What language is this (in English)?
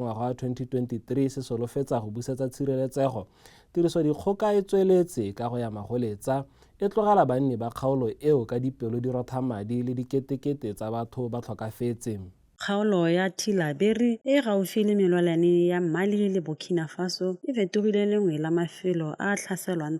Tswana